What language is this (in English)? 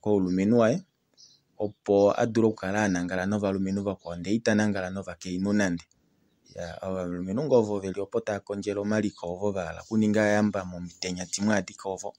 Kuanyama